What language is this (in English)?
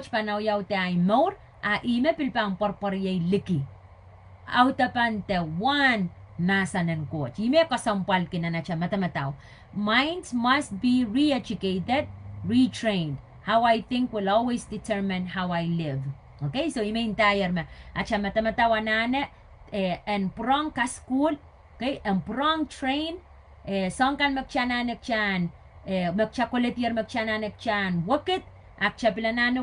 Pohnpeian